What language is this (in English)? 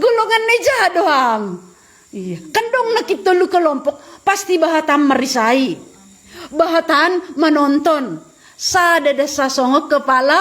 Batak Simalungun